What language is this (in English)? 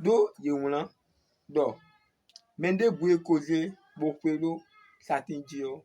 Fon